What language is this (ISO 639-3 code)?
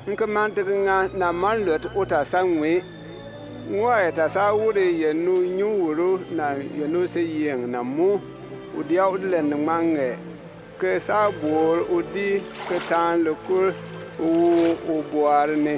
bim